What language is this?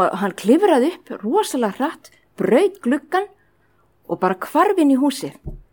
Icelandic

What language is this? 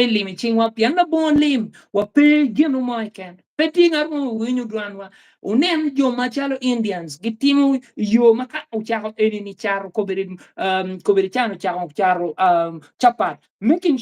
Acoli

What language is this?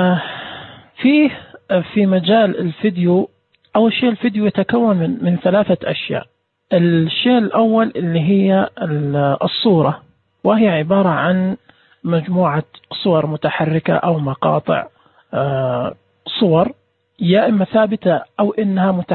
Najdi Arabic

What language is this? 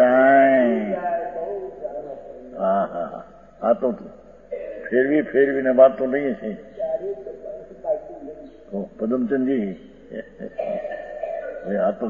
Gujarati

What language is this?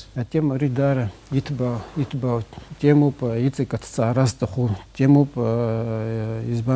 Abkhazian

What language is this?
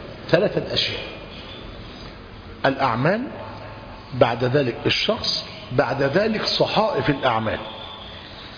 Arabic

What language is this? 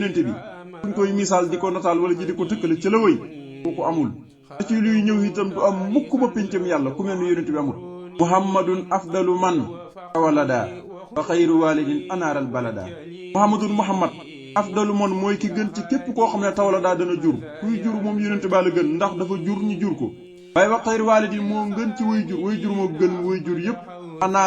Wolof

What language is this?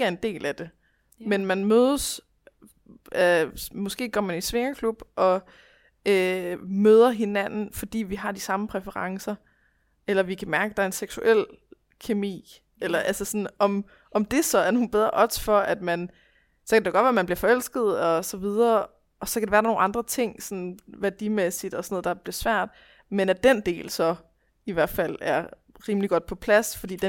Danish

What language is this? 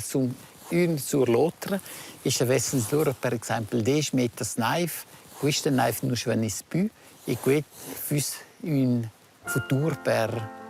Romansh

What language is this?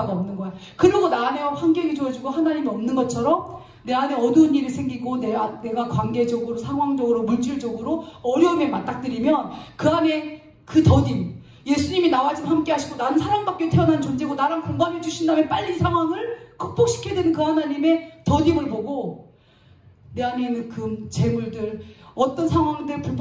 Korean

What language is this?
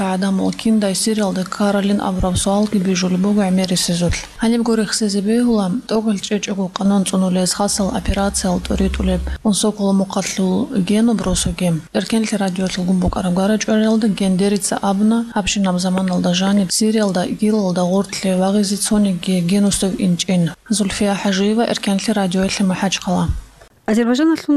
Avaric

